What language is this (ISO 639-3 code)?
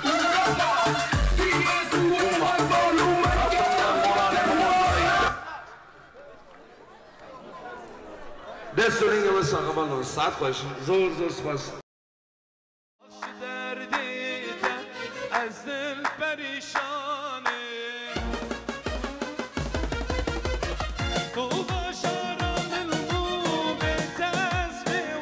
fas